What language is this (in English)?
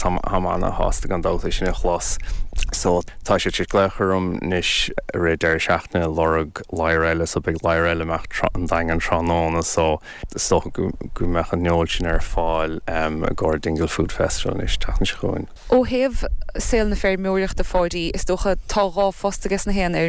Irish